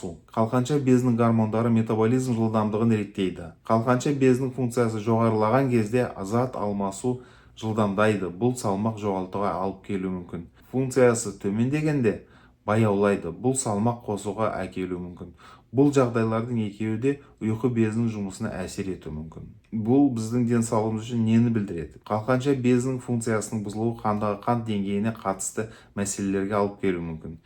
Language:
Kazakh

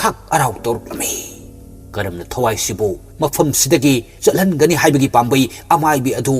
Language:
Manipuri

